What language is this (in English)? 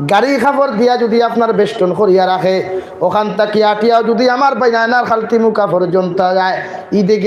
Sylheti